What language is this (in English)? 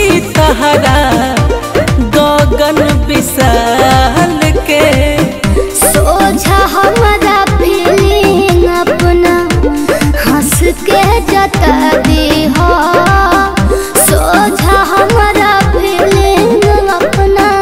Bhojpuri